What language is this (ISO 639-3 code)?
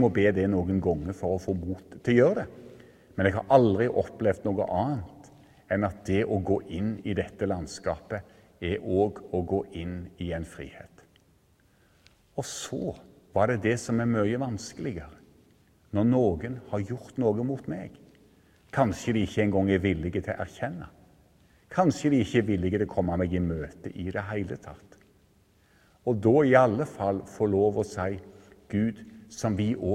nor